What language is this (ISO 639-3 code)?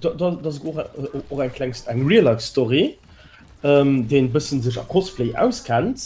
ltz